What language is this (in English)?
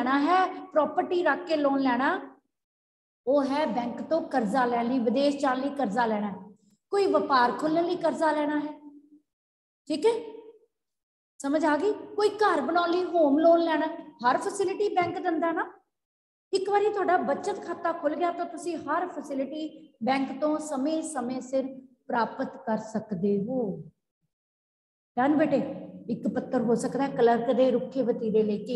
Punjabi